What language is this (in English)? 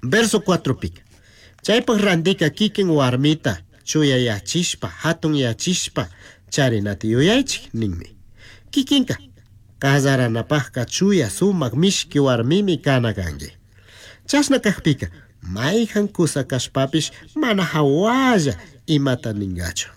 Chimborazo Highland Quichua